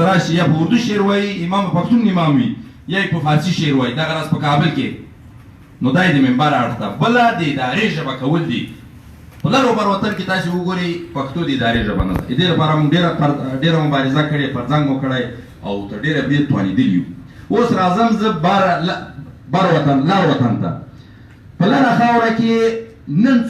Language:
Pashto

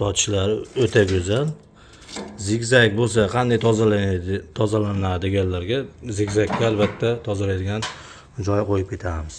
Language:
Uzbek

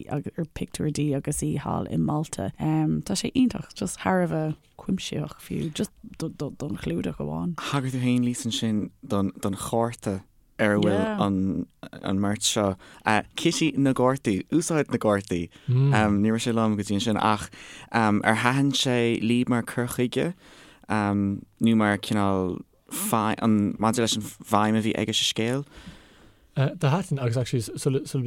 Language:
Irish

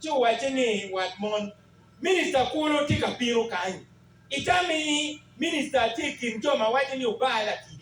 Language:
Acoli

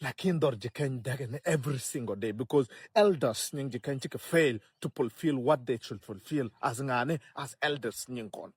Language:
Nuer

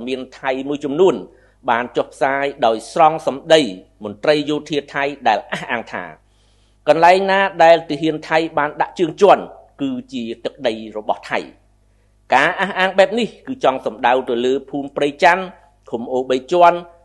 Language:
Khmer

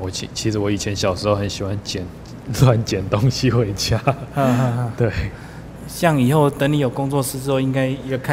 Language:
Chinese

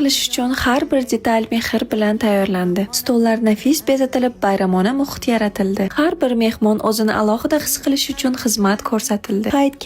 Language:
Uzbek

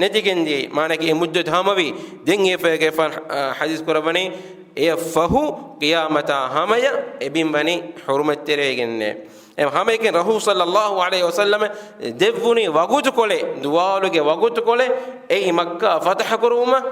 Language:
Divehi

